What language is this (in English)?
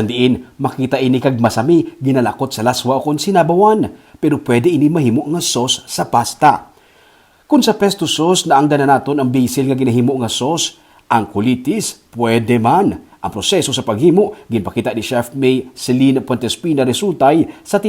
Hiligaynon